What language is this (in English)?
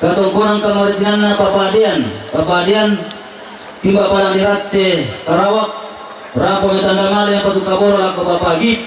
Toraja-Sa'dan